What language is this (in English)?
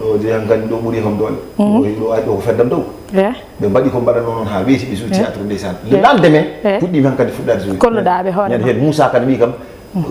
Fula